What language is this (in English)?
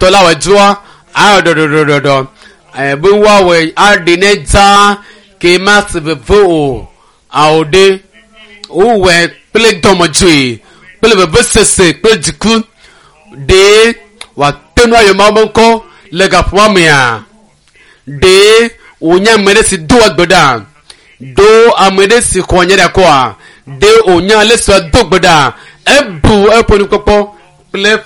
Ewe